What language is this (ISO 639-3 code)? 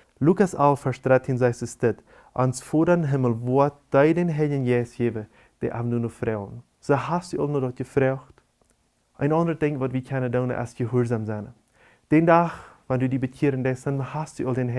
pdt